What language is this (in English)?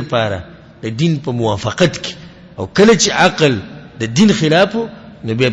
Pashto